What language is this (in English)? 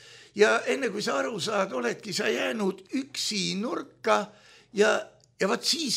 Estonian